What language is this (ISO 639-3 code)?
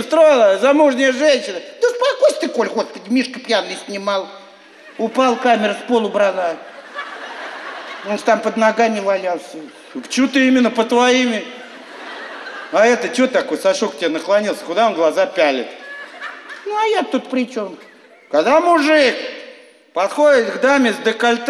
rus